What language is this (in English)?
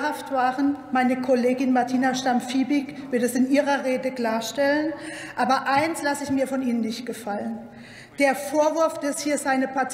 German